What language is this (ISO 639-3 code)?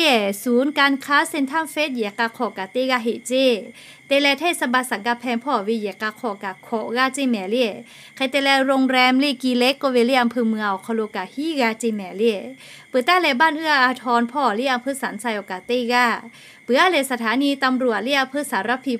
lhu